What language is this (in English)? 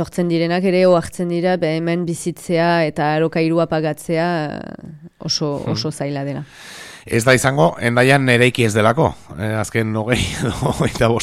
Basque